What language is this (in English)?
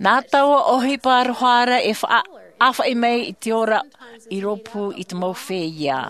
Tahitian